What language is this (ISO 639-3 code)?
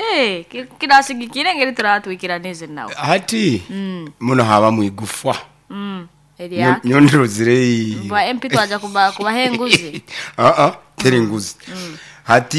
nyo